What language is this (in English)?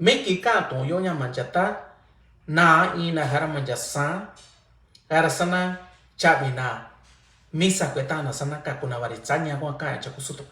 Mixtepec Mixtec